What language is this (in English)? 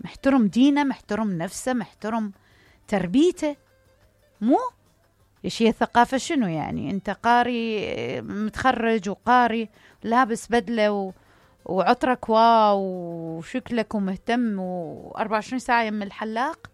Mesopotamian Arabic